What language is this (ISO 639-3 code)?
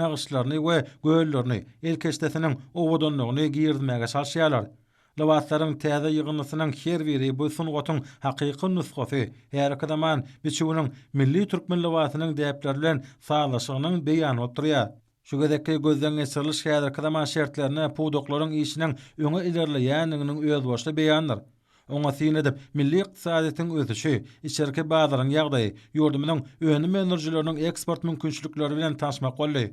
tuk